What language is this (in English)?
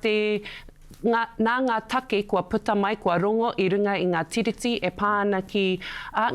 Māori